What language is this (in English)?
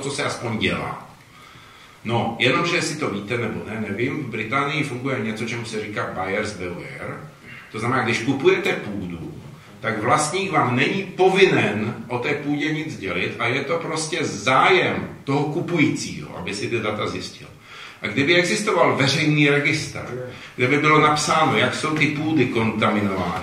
Czech